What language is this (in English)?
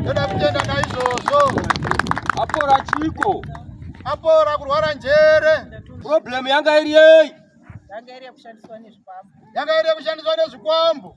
Shona